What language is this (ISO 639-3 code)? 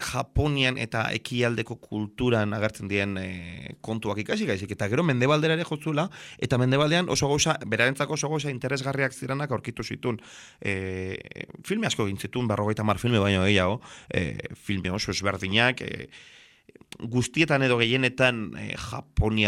eus